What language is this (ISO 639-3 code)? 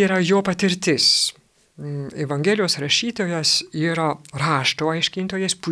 lit